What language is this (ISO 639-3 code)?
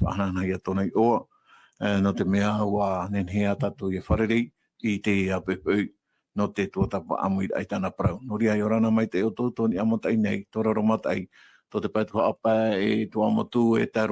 tah